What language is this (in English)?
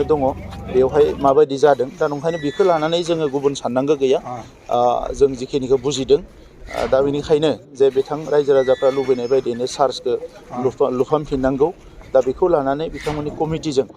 Bodo